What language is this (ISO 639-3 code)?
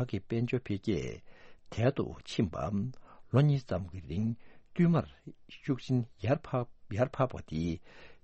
bod